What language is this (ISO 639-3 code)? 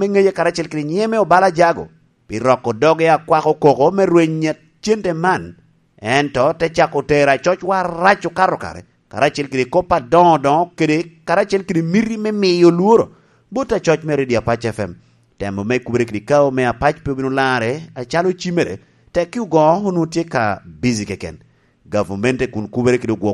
laj